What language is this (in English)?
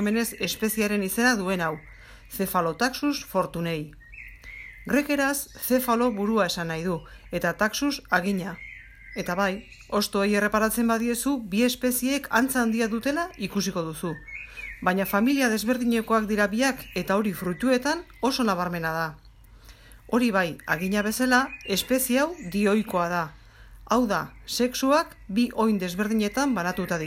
Basque